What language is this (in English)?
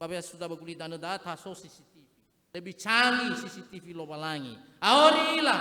Nias